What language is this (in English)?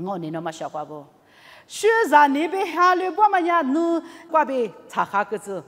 Lisu